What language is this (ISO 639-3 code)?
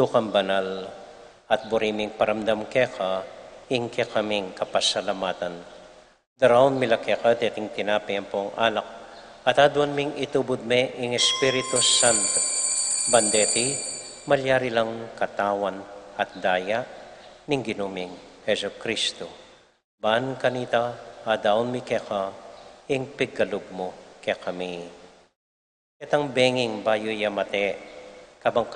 pam